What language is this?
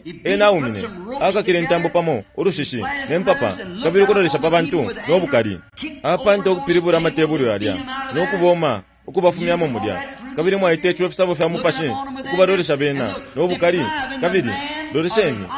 Bemba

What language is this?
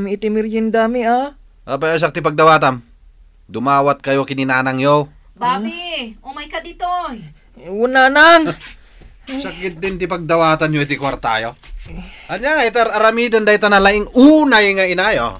Iloko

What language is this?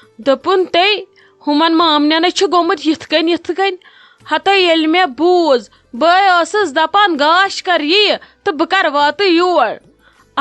Kashmiri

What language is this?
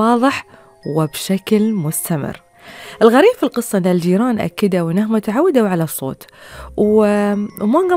Gulf Arabic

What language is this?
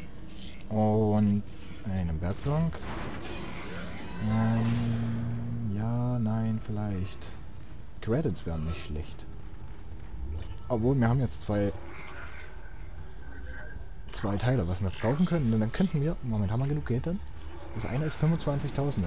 German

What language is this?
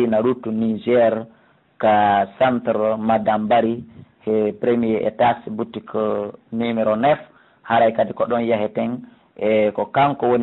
Fula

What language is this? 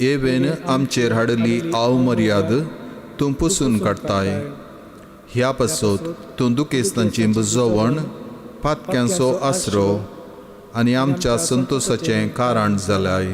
Konkani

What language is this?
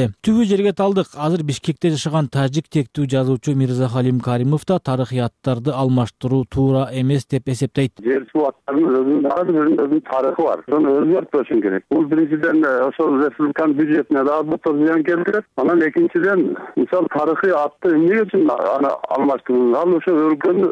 Kyrgyz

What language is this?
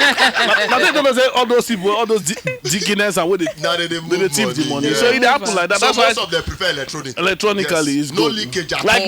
Nigerian Pidgin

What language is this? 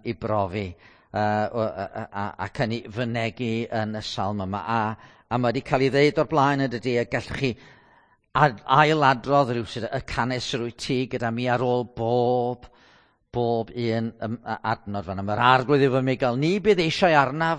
Welsh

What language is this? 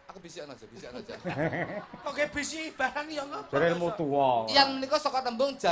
Javanese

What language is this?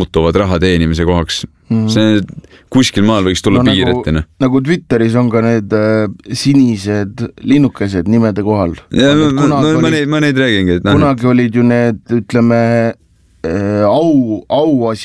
Estonian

